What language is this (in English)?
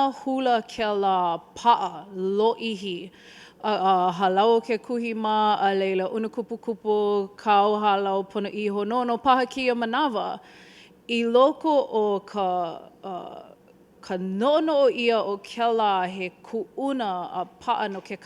Hawaiian